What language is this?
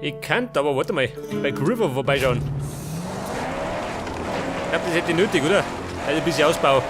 Bavarian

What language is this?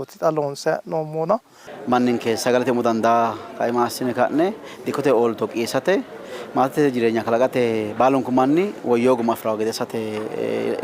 Sidamo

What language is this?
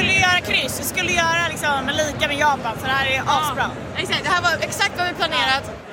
Swedish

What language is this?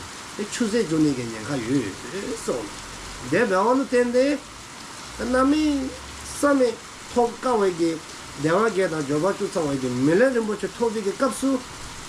Dzongkha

